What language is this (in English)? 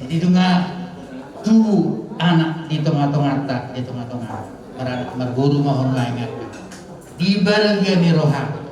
Batak Toba